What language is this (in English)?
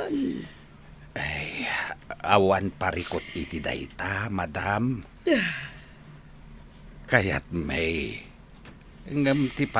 Iloko